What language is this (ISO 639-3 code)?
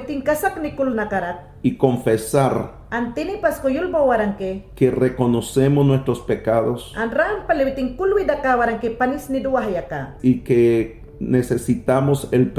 yan